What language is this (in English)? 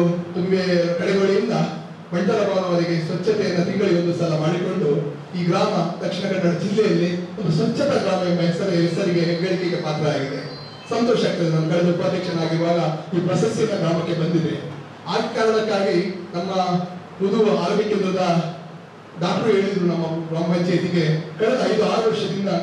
Kannada